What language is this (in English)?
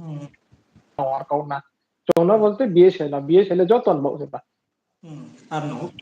Riang (India)